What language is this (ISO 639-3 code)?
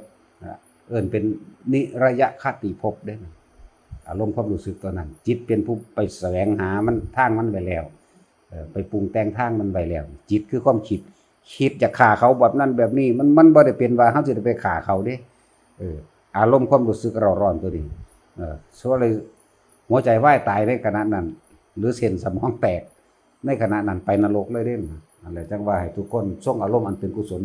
tts